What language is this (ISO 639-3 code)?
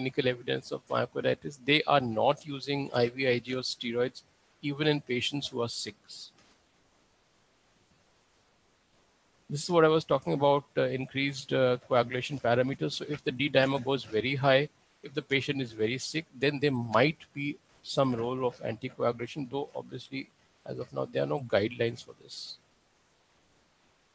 eng